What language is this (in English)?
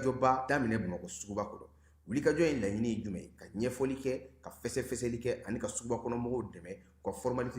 Bambara